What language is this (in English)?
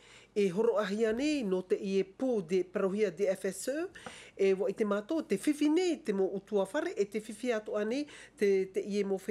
Tahitian